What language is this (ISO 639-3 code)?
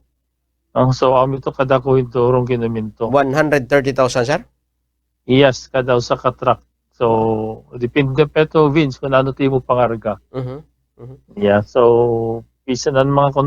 war